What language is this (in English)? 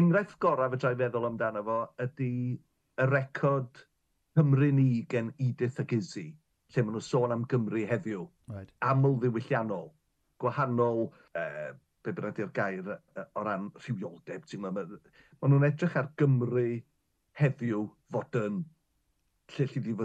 Welsh